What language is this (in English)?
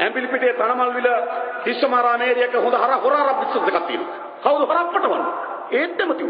Sinhala